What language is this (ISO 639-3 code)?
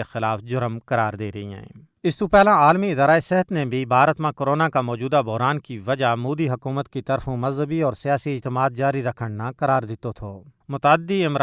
gju